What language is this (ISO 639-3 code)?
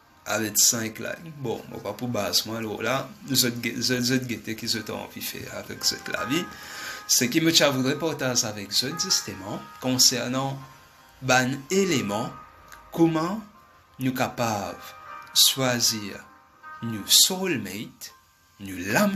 mfe